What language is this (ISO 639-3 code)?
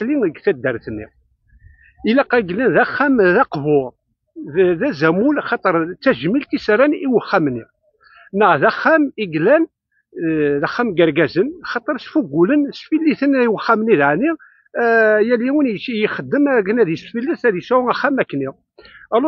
kab